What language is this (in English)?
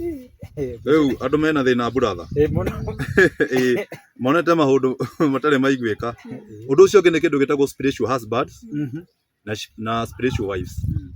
Kikuyu